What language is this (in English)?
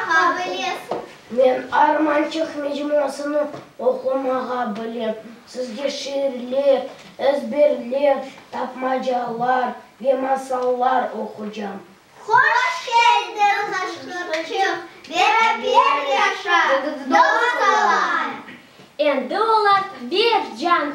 Crimean Tatar